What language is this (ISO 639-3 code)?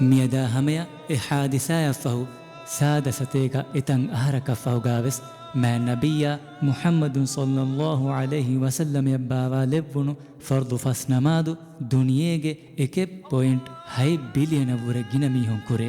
div